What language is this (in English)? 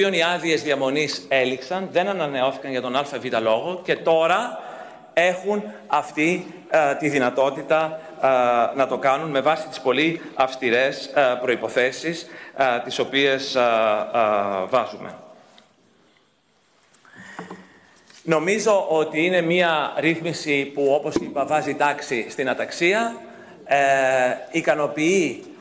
Greek